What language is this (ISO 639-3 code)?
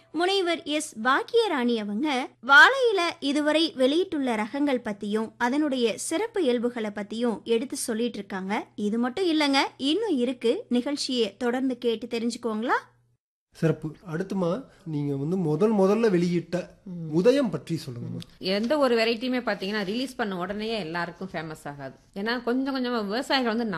tam